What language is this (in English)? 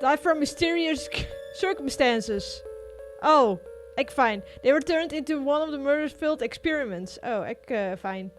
Western Frisian